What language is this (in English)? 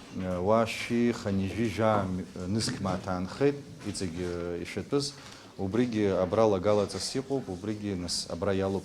Abkhazian